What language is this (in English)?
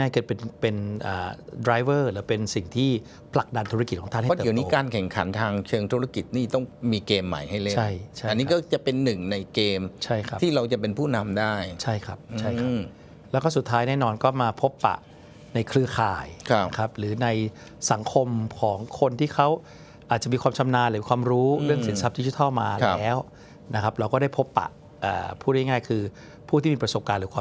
Thai